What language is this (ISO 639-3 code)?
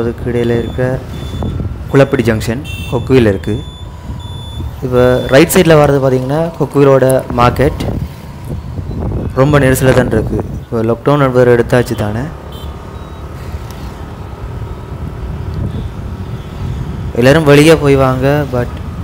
tam